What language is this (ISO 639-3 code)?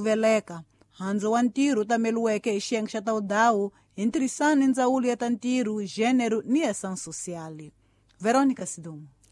tso